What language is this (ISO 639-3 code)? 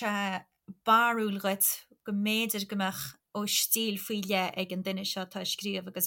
gle